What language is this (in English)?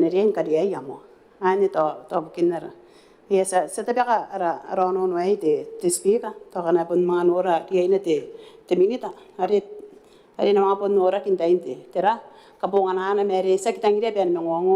Gilbertese